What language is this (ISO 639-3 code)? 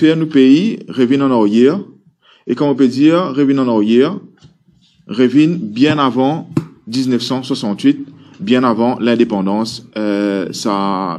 mfe